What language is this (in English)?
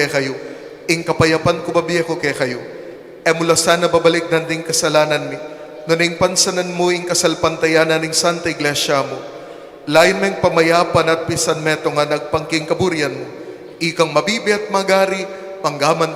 Pampanga